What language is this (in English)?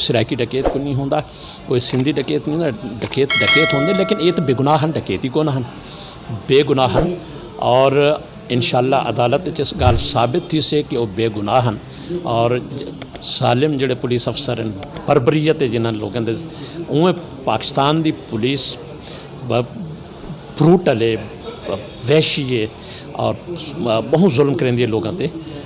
Saraiki